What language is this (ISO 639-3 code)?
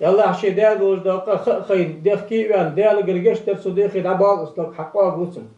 inh